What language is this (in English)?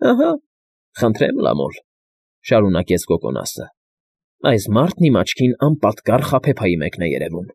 Armenian